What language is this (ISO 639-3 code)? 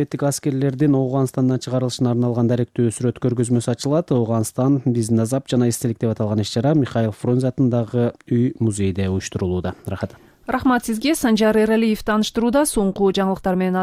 kir